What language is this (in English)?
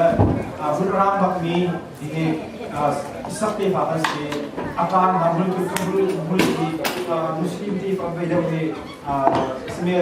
Hakha Chin